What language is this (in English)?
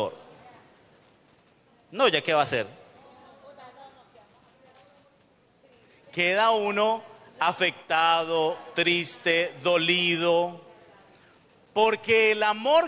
Spanish